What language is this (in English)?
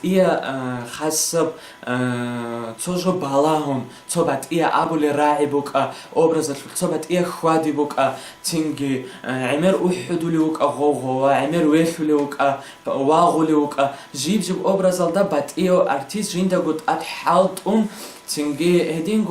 Avaric